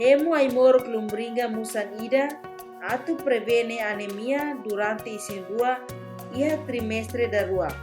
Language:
Tetum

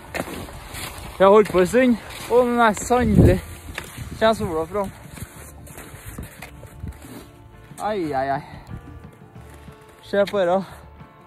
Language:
Norwegian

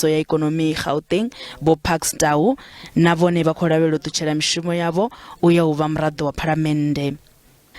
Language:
Venda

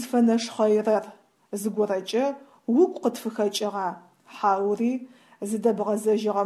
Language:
Adyghe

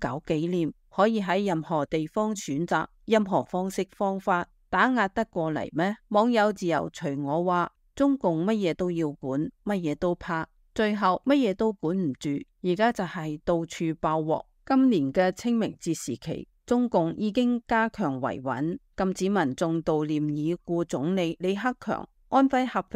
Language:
Cantonese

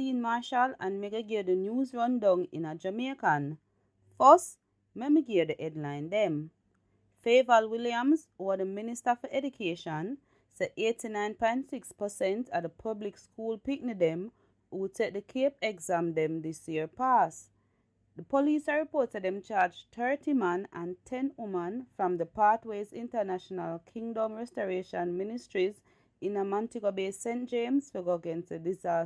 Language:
Jamaican Creole English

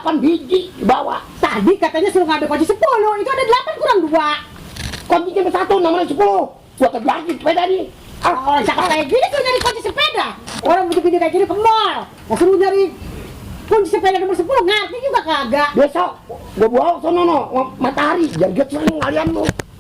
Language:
Betawi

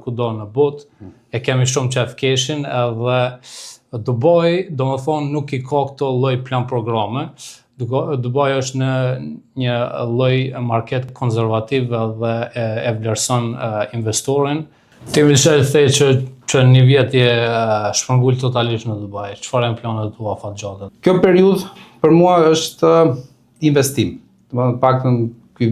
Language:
Albanian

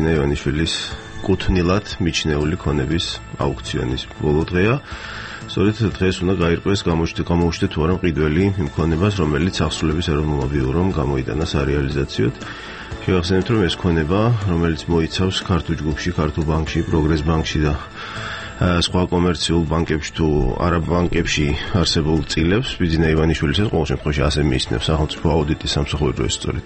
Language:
Georgian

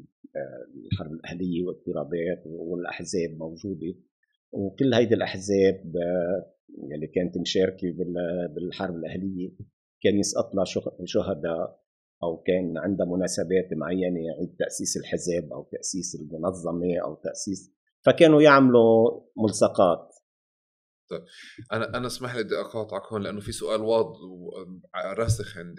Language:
North Levantine Arabic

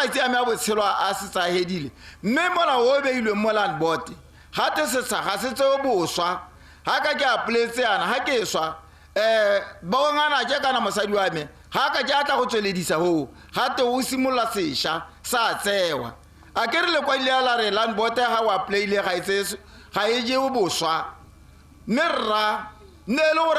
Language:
Tswana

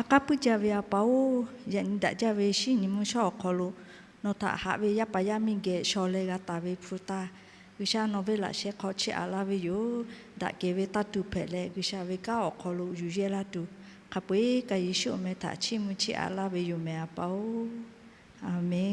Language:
Lahu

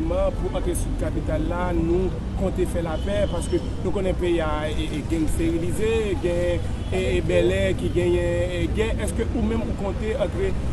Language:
Haitian Creole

